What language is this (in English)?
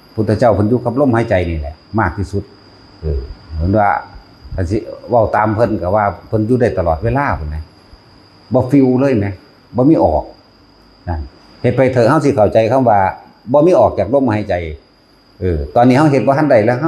Northeastern Thai